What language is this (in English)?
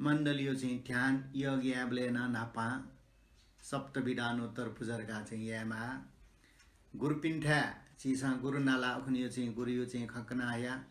Newari